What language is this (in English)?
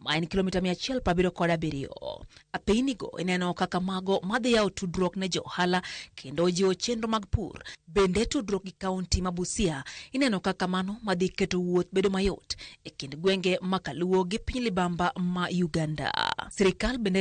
Luo (Kenya and Tanzania)